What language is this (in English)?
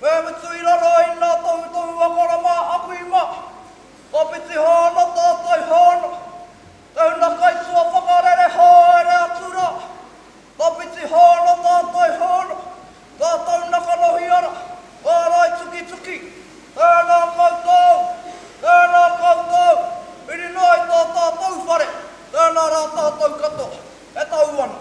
Māori